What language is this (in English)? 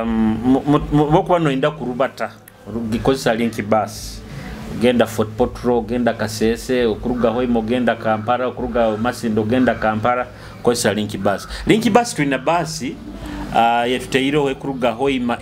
Nyoro